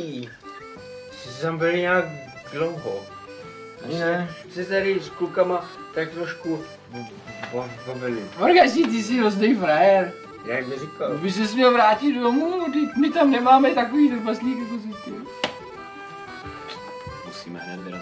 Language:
Czech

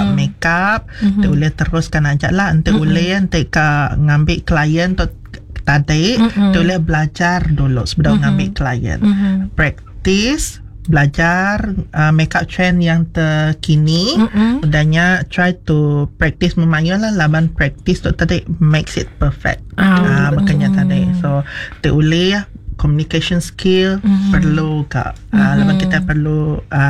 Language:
Iban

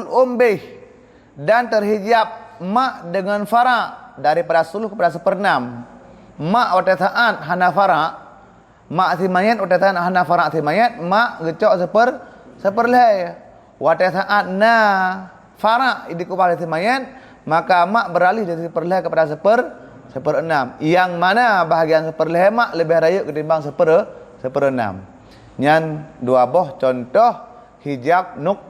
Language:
Achinese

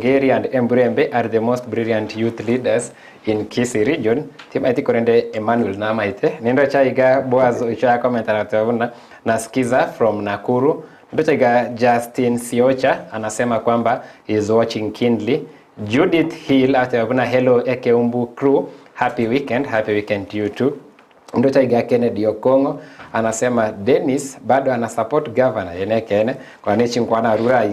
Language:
Gusii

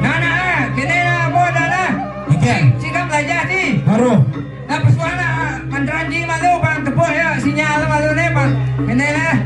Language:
Balinese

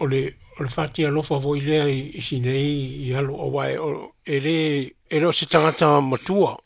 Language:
Samoan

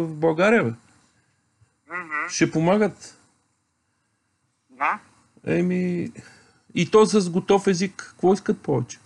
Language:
Bulgarian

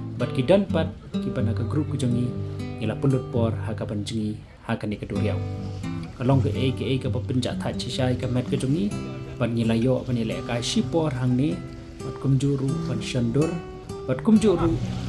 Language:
Khasi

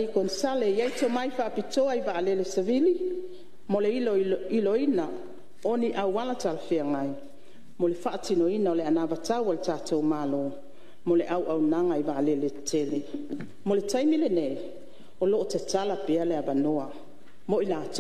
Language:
Samoan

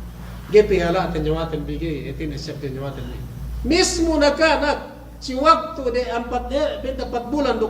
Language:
Yakan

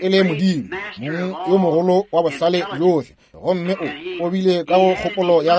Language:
Northern Sotho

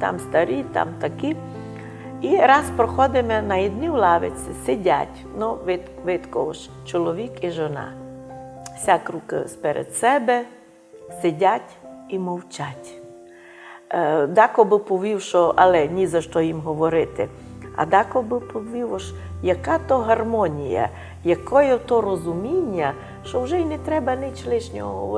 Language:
Rusyn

